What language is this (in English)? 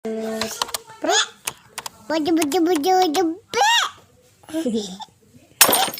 Betawi